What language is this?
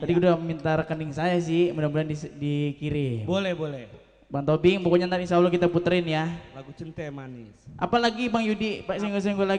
Betawi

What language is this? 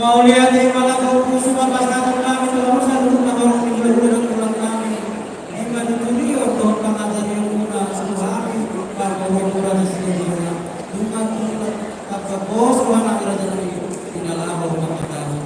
Batak Toba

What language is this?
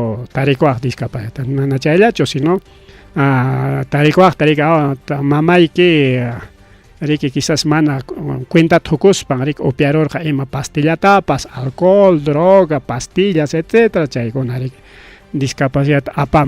Ayacucho Quechua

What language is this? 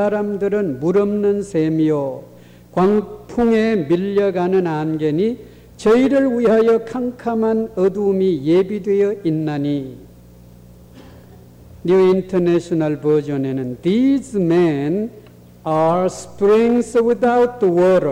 Korean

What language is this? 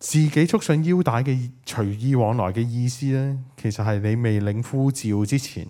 Cantonese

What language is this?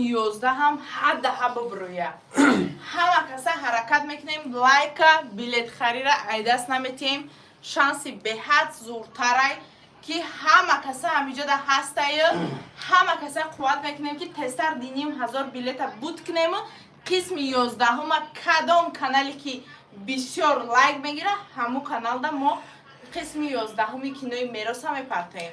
Tajik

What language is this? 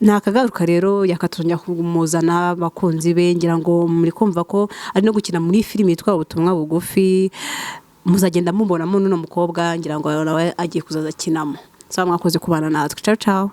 Kinyarwanda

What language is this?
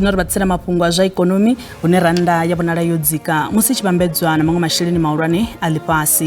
Venda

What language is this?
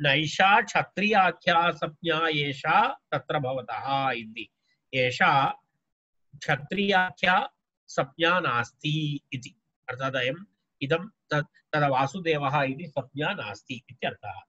Sanskrit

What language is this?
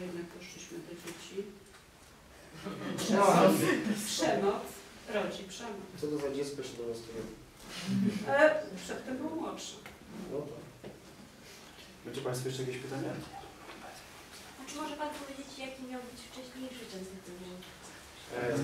Polish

